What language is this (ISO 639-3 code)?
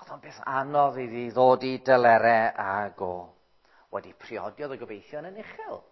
cym